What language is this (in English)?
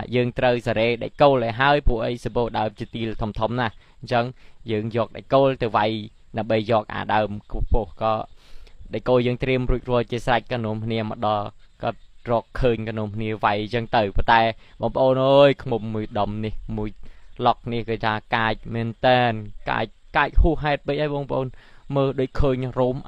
Khmer